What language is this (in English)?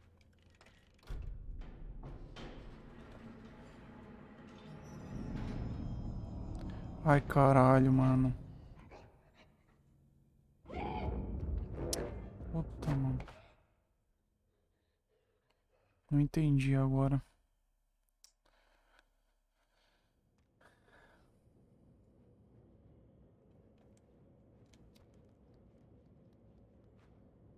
Portuguese